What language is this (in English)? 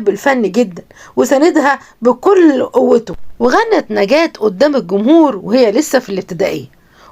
Egyptian Arabic